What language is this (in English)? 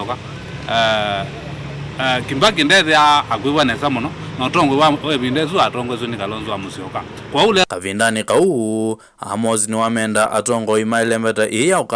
Kamba